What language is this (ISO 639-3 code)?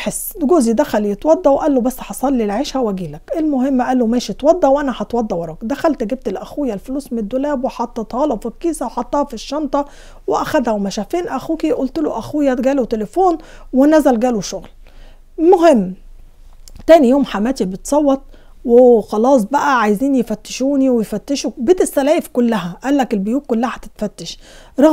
arz